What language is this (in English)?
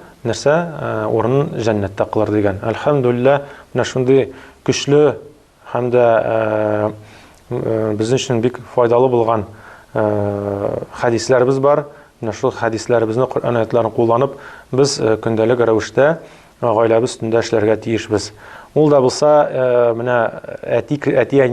Tatar